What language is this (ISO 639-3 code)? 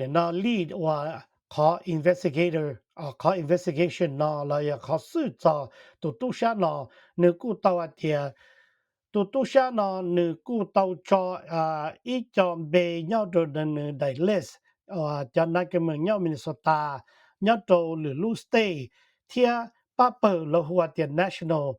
hmn